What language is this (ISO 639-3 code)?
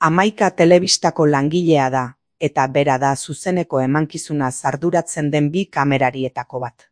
eus